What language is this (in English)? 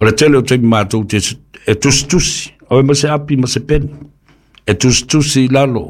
Samoan